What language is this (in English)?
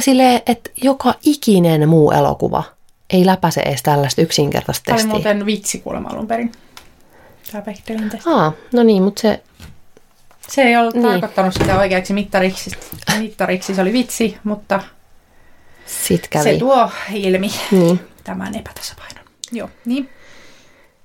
Finnish